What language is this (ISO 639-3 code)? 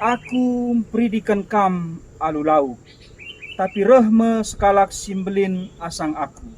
btx